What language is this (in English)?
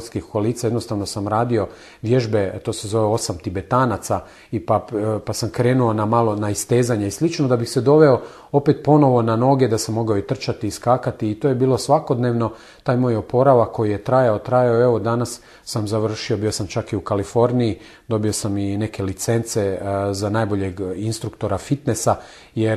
Croatian